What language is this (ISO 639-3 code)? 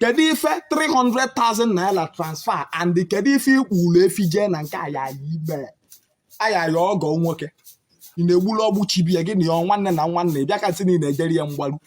ibo